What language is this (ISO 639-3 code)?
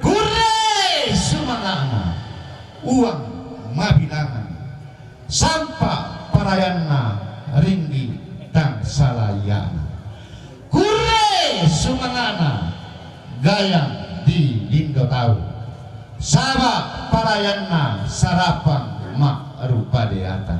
sda